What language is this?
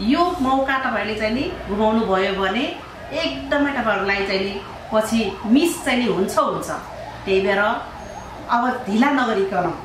Nepali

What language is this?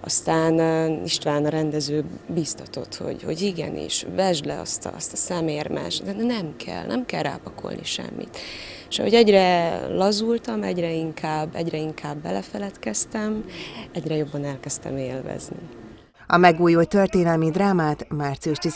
Hungarian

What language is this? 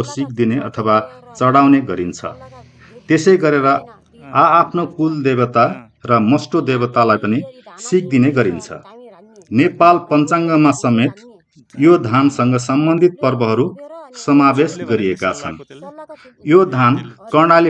Nepali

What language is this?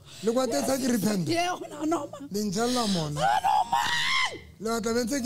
Southern Sotho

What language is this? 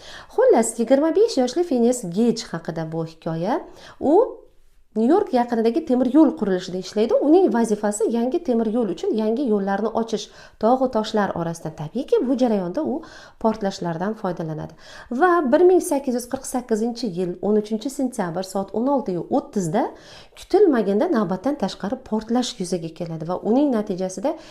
Uzbek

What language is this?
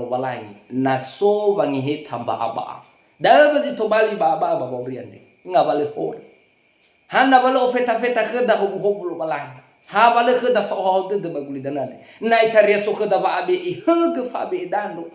Nias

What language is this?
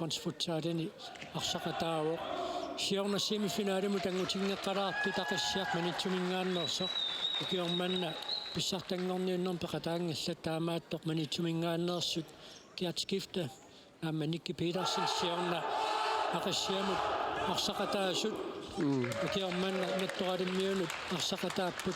Kalaallisut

